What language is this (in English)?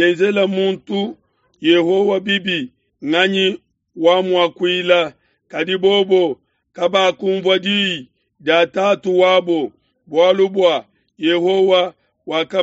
Luba-Lulua